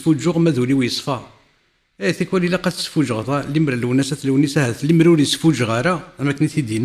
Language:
Kabyle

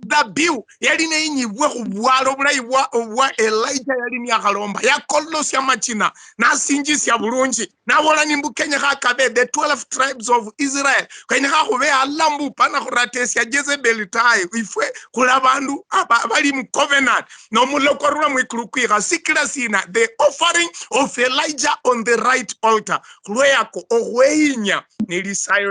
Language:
Luyia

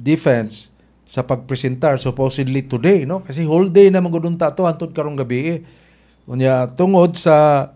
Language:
Cebuano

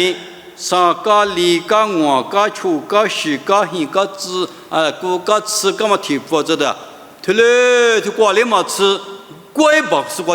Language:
Lisu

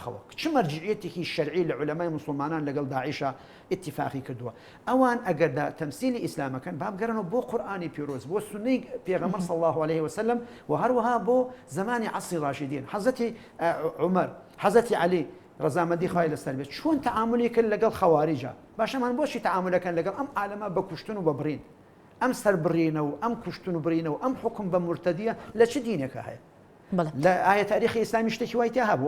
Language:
Central Kurdish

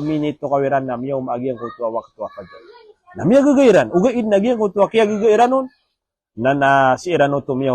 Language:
Maranao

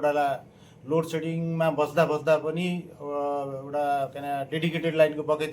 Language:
Nepali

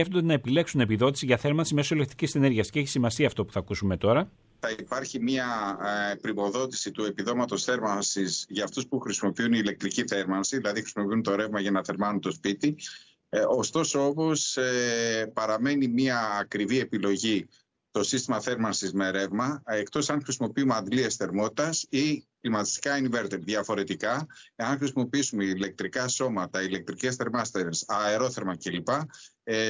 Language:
Greek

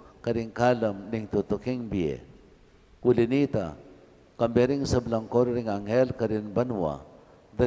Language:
Pampanga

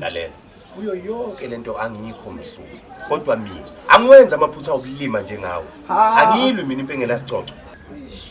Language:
Zulu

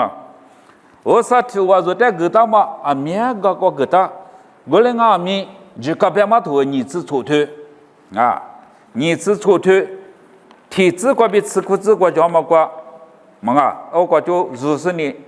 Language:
Lisu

